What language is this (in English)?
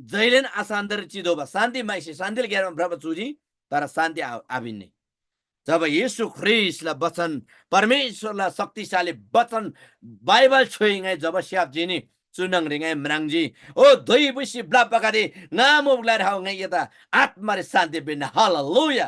Eastern Tamang